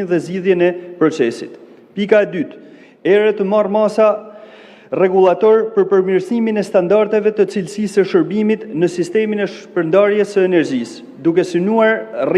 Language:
Albanian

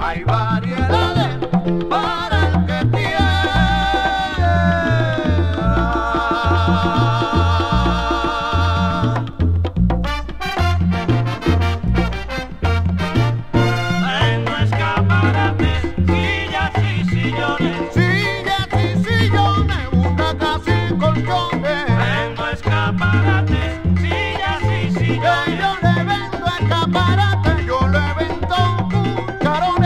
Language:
Spanish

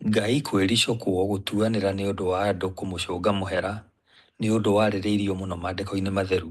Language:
Kikuyu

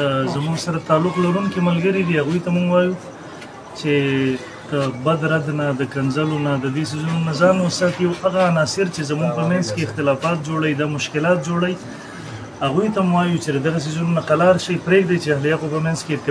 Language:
Pashto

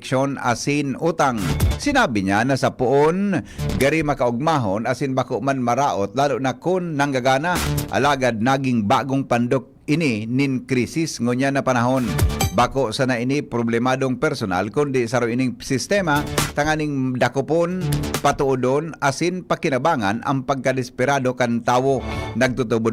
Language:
Bikol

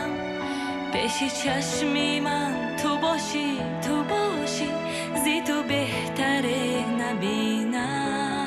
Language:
Tajik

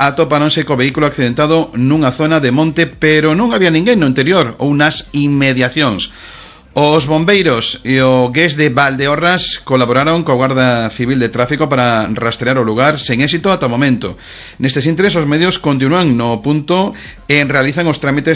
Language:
Galician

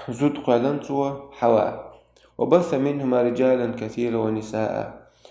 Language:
Chechen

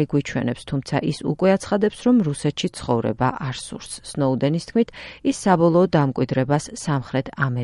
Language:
Georgian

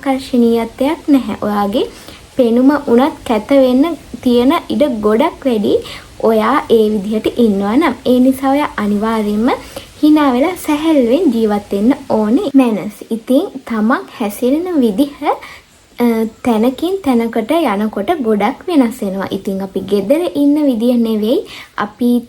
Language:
Sinhala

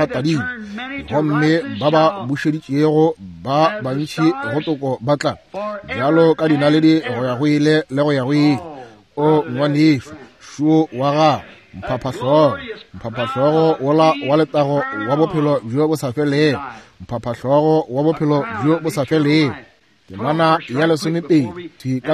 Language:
Northern Sotho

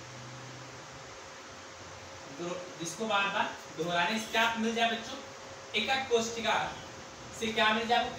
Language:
Hindi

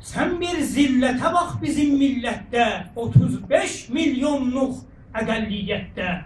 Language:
South Azerbaijani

